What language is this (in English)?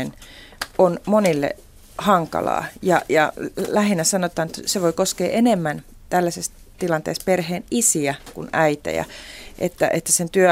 Finnish